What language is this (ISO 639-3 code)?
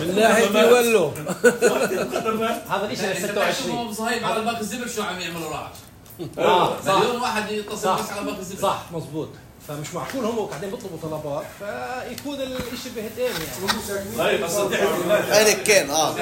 apc